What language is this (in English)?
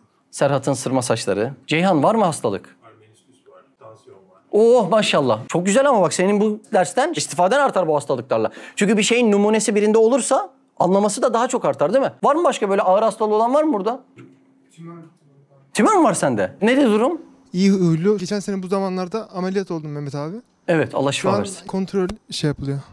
Turkish